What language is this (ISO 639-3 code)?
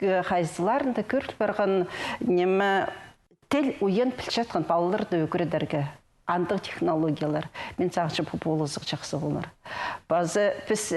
kjh